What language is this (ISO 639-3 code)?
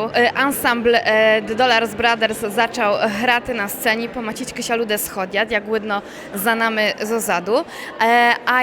rue